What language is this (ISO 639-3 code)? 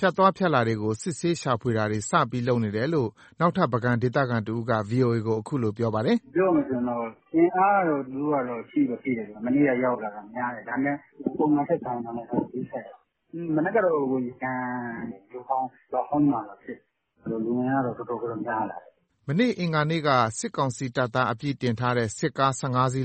mya